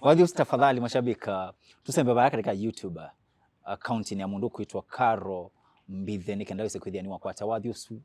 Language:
Kamba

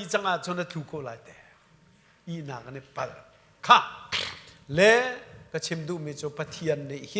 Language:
Hakha Chin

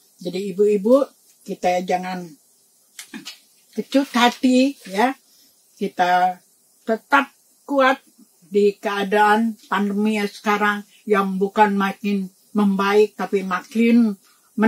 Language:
Indonesian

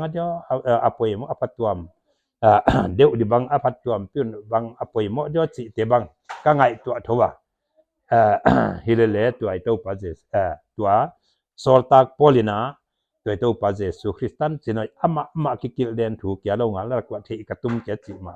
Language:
Paite Chin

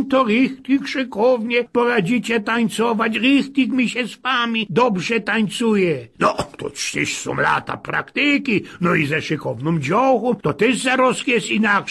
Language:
Silesian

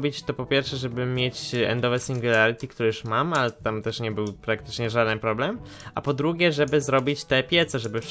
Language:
Polish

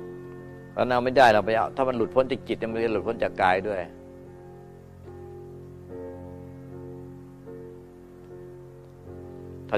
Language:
Thai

